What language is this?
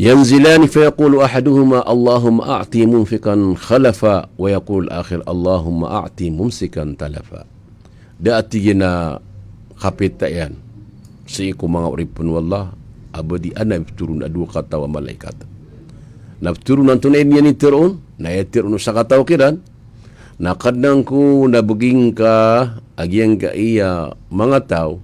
Maranao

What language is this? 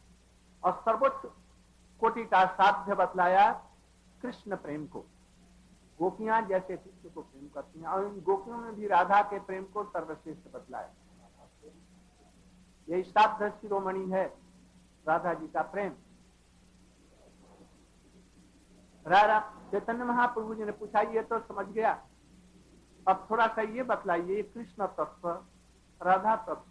Hindi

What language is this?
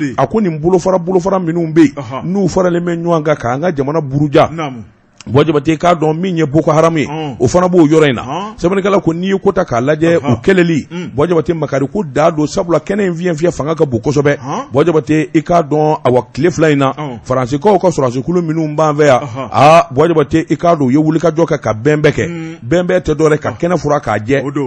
Bambara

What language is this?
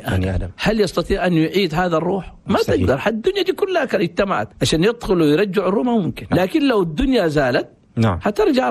Chadian Arabic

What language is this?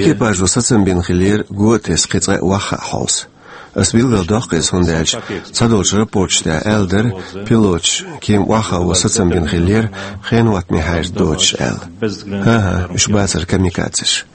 Chechen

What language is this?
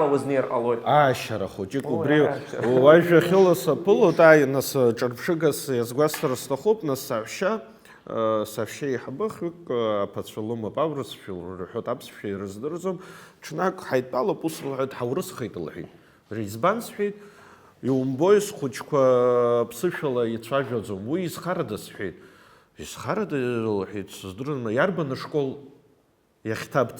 Abkhazian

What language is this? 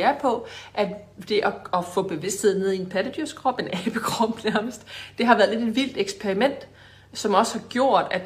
Danish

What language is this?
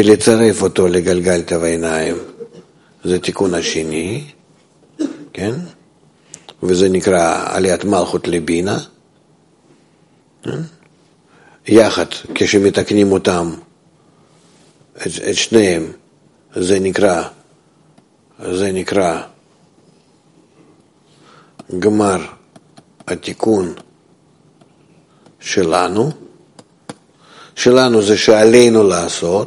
Hebrew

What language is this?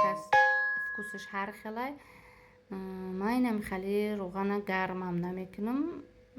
Tajik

